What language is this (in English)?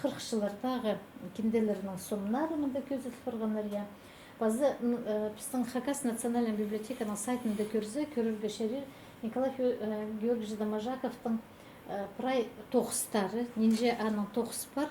Khakas